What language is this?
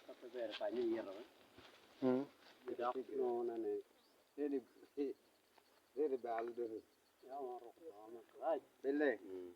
Acoli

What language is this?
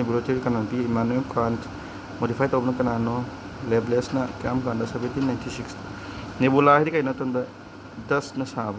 Manipuri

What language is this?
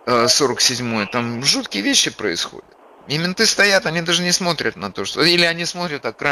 Russian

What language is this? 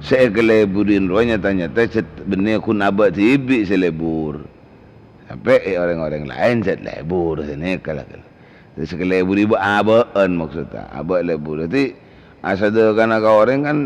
Madurese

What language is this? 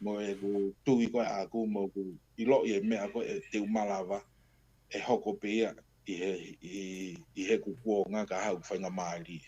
Tongan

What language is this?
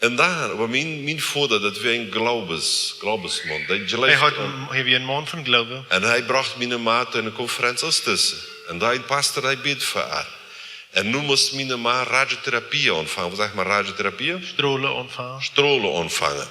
Plautdietsch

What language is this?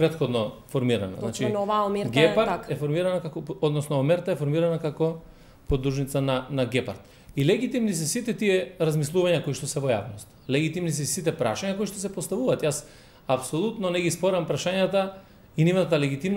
Macedonian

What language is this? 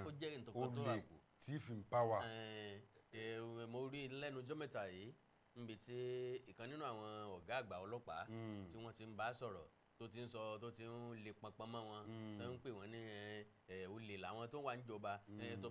Yoruba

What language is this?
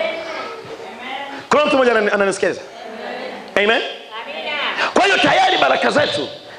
Swahili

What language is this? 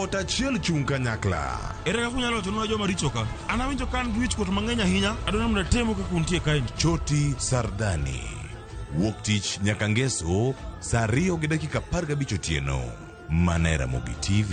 Luo (Kenya and Tanzania)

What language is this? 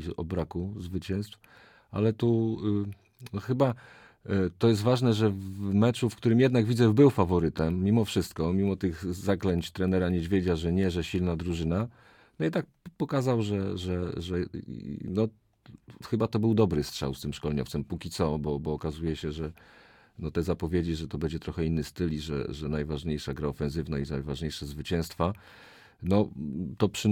Polish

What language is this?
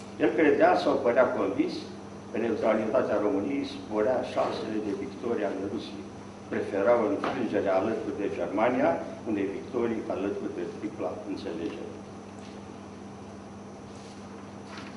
Romanian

